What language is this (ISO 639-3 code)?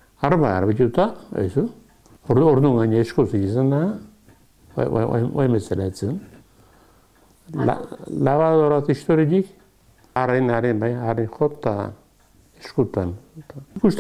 eus